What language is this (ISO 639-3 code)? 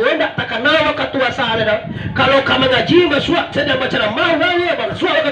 min